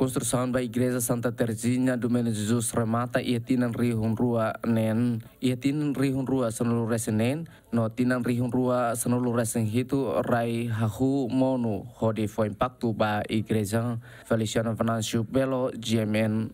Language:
Tetum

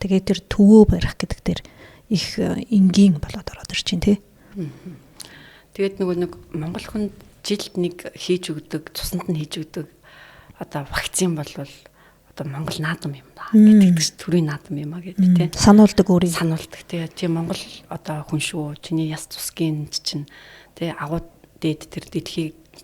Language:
Mongolian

